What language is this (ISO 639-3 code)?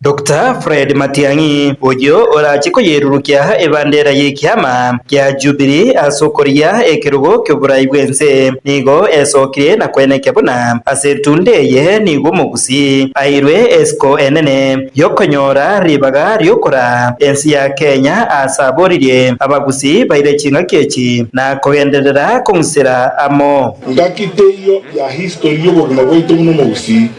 guz